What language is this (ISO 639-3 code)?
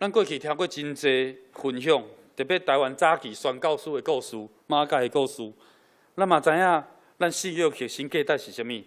nan